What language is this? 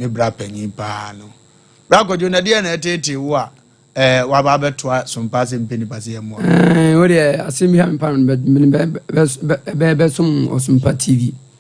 Akan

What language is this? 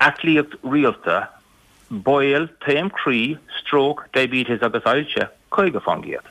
Irish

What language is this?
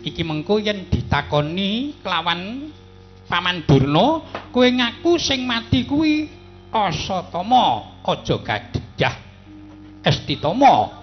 Javanese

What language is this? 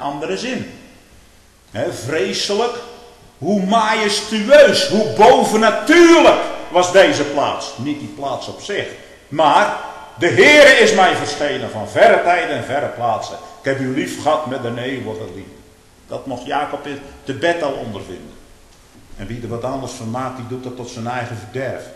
Dutch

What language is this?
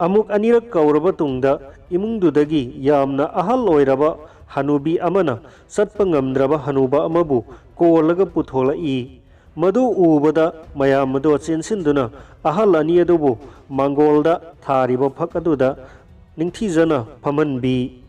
Manipuri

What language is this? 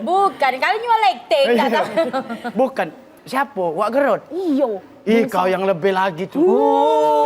Musi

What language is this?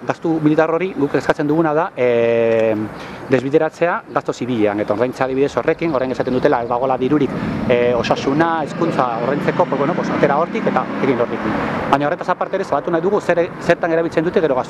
Basque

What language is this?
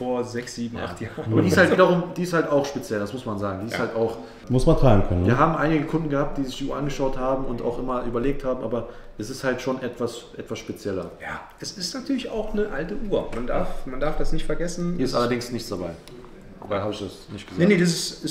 German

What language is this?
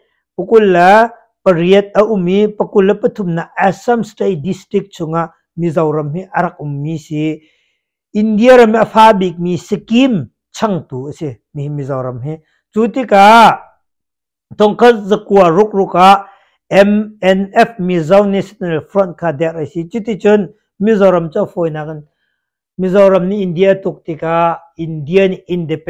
Hakha Chin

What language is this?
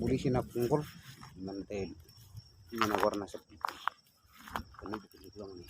Batak Toba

